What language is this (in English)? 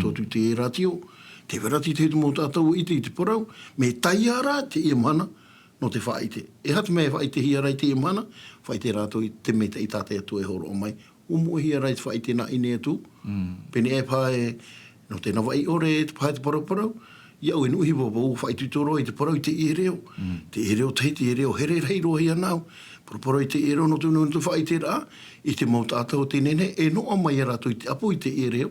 Tahitian